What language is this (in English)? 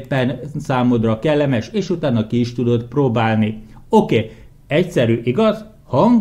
Hungarian